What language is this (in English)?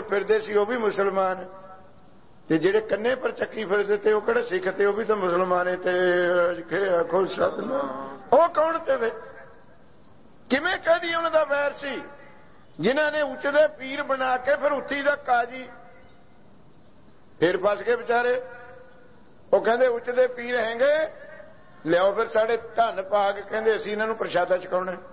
Punjabi